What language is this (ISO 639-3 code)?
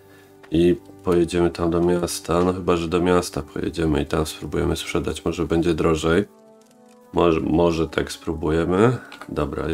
pol